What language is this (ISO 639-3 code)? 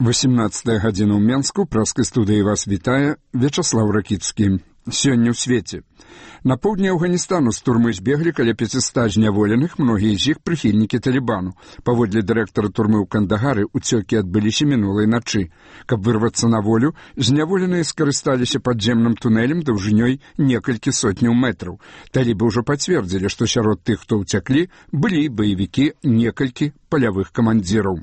bel